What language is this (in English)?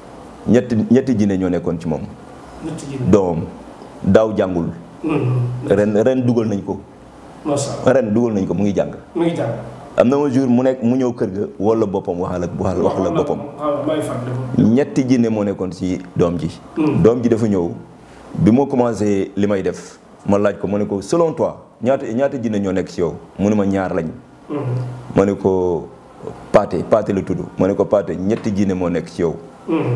Wolof